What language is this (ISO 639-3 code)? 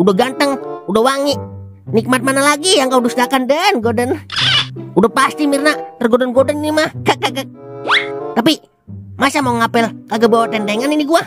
bew